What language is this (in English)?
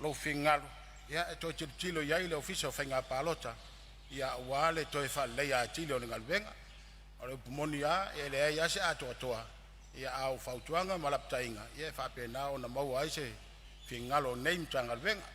Samoan